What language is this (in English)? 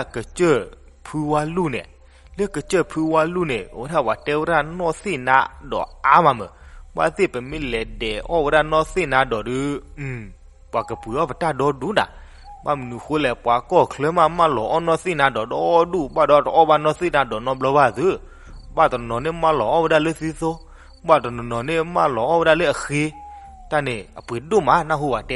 S'gaw Karen